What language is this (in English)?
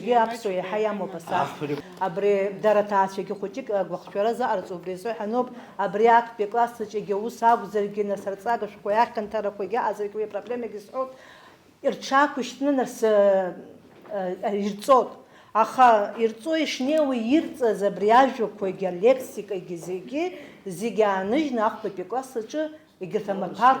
Abkhazian